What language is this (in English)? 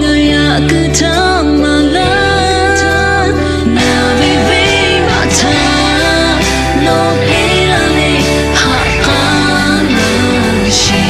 Lahu